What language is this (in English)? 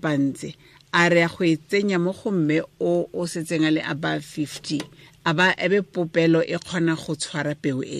Tswana